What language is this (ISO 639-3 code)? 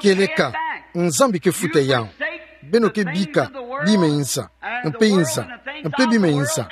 ktu